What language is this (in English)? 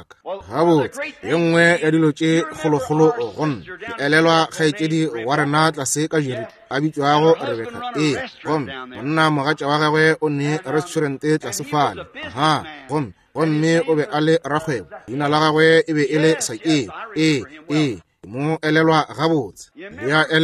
Northern Sotho